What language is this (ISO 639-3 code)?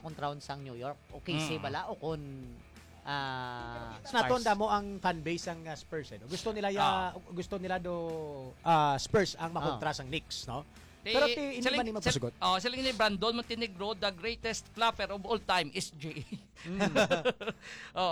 hil